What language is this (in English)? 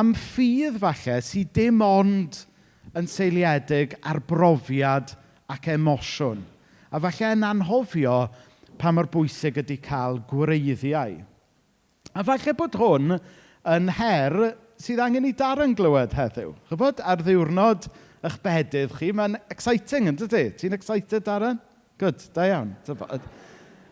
Welsh